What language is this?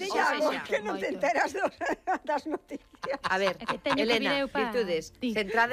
Galician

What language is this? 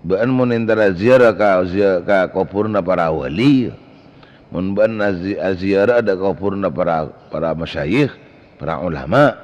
Madurese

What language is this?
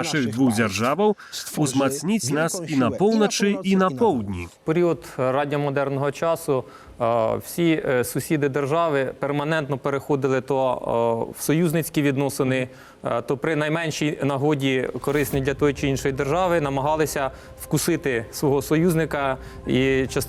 Belarusian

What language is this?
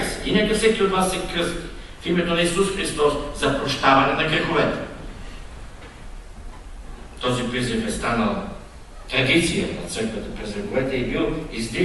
Bulgarian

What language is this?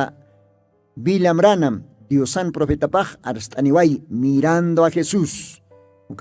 Aymara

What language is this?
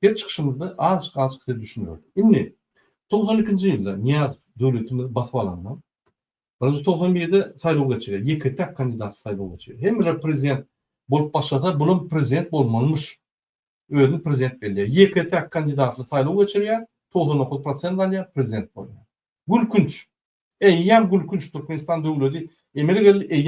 Turkmen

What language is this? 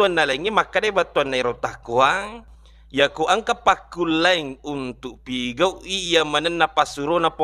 Buginese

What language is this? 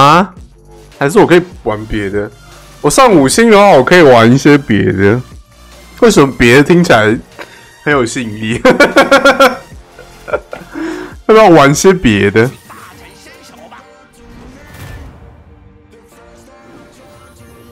Chinese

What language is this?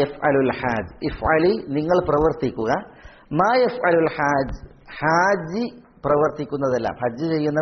Malayalam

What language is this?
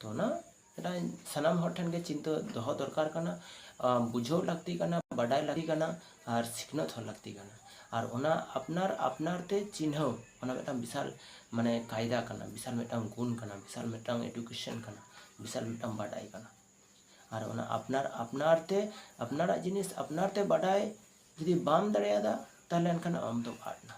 Santali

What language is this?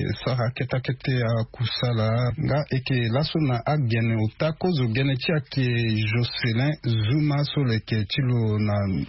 Sango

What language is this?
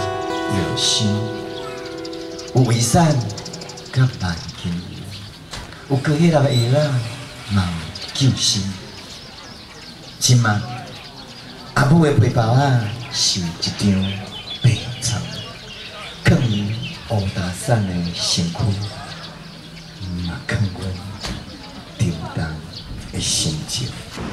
Min Nan Chinese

